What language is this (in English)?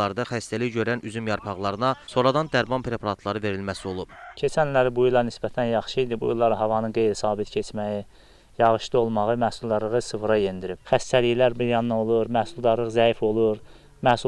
Azerbaijani